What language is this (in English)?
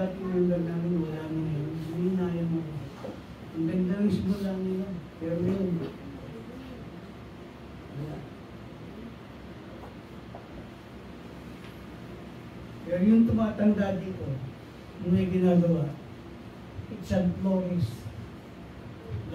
Filipino